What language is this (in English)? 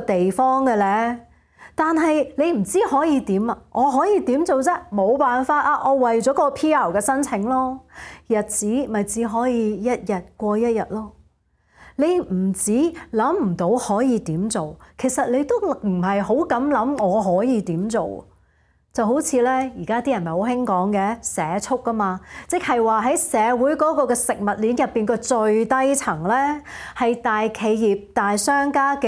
Cantonese